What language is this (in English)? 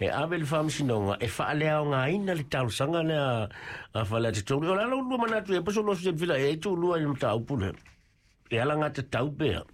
Samoan